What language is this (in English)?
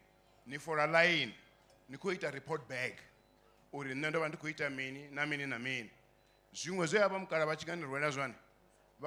Venda